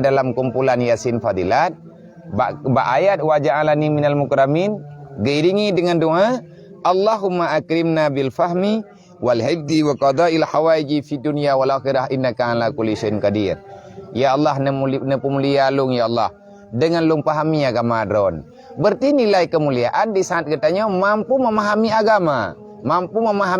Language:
Achinese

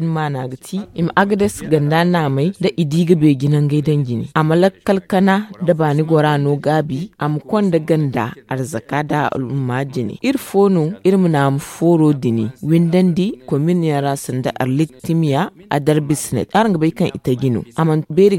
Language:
Zarma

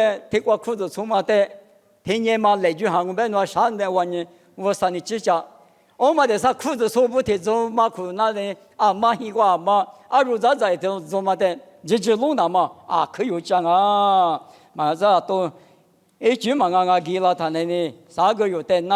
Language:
Lisu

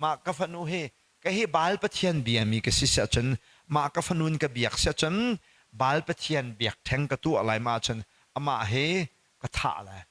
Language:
Hakha Chin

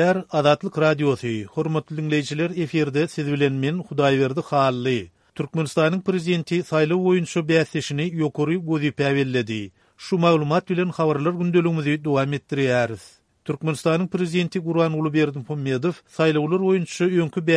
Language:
Turkmen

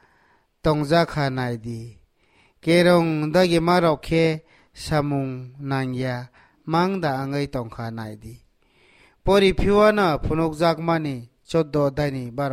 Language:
Kok Borok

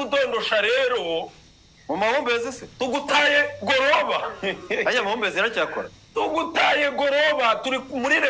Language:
Kinyarwanda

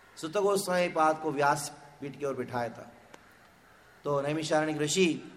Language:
Hindi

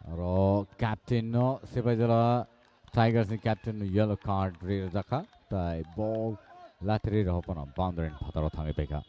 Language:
Kok Borok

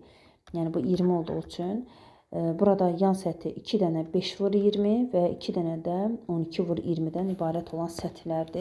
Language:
Azerbaijani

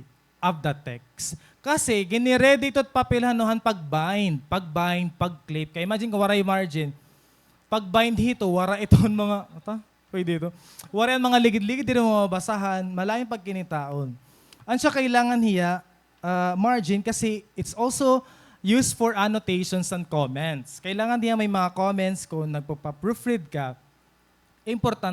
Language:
Waray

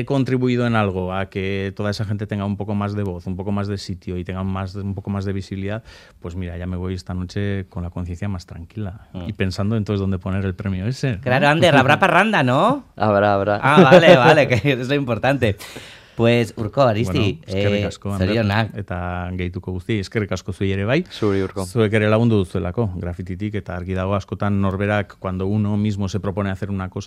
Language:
Spanish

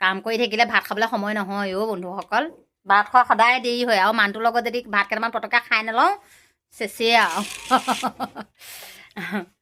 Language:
Assamese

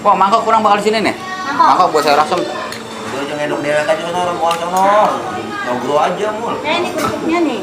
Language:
Betawi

